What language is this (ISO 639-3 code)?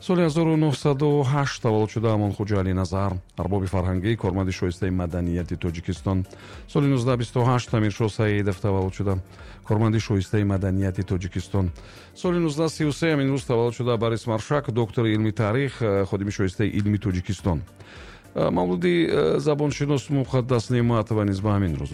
tgk